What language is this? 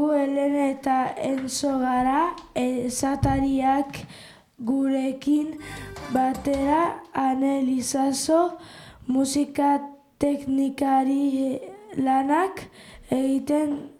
Basque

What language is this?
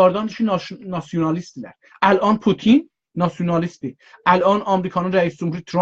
South Azerbaijani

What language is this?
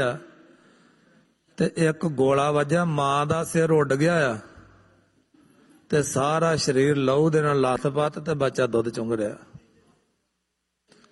Punjabi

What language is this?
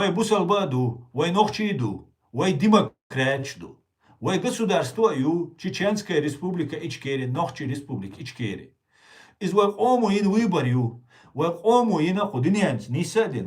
Chechen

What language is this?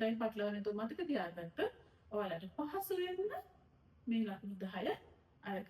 Sinhala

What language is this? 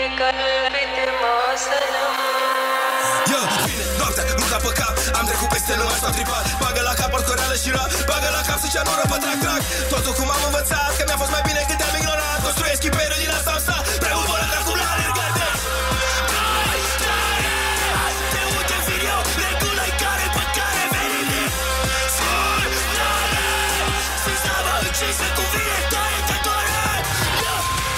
Romanian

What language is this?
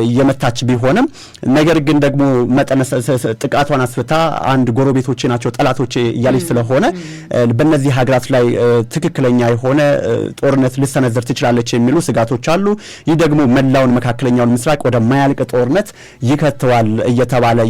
Amharic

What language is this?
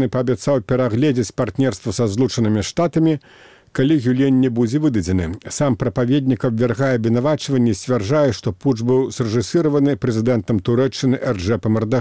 Belarusian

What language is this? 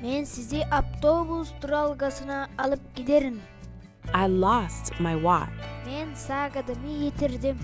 Turkmen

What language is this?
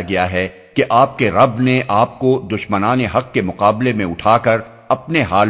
Urdu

